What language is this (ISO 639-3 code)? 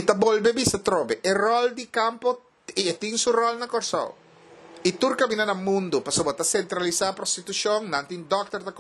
pap